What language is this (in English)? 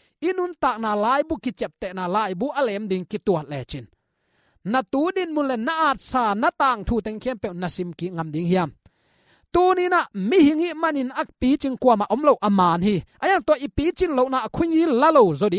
Tedim Chin